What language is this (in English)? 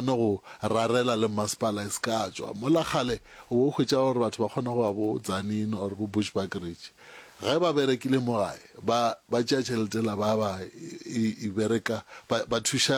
Northern Sotho